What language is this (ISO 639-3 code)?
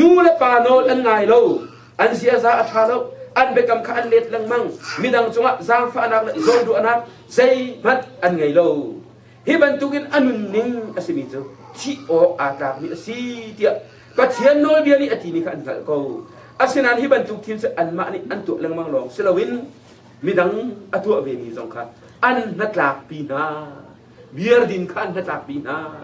cnh